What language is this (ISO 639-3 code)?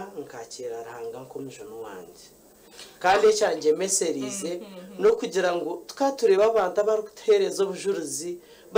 nyn